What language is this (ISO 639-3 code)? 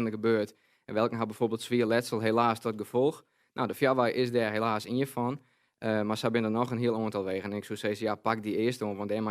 fry